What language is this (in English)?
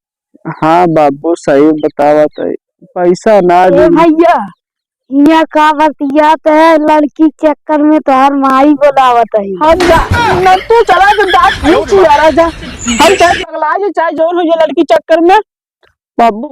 Awadhi